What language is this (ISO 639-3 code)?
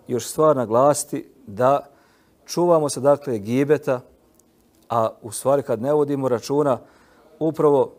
bos